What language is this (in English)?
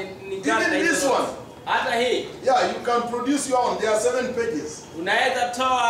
Swahili